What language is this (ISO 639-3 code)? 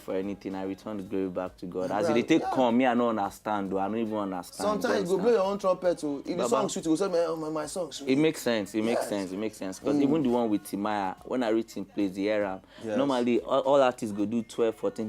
pcm